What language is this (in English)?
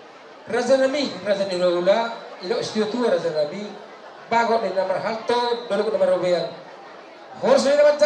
Batak Toba